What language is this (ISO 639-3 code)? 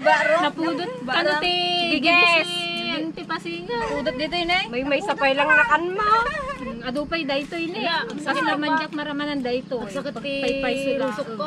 ilo